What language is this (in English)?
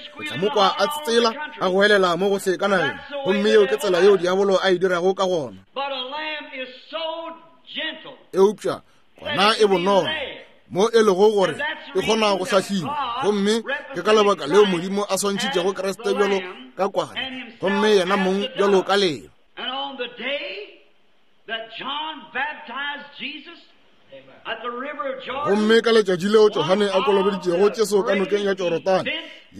Northern Sotho